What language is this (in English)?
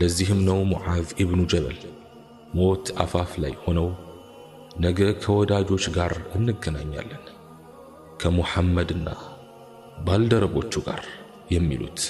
Amharic